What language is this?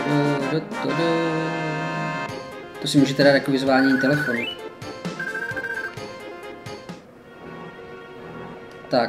Czech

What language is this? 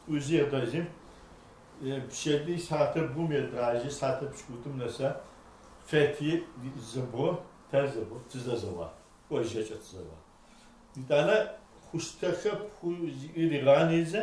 Adyghe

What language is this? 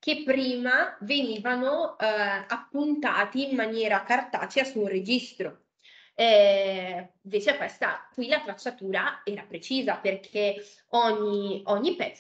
Italian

